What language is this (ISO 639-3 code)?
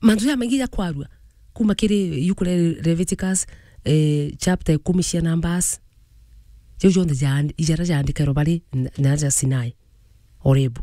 mer